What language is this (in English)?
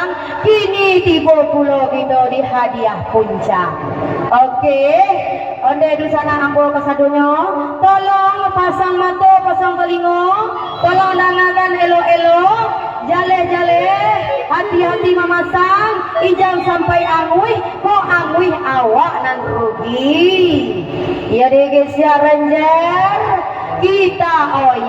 Minangkabau